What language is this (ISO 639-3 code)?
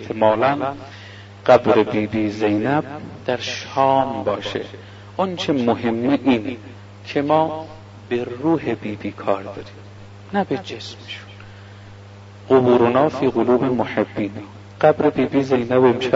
fas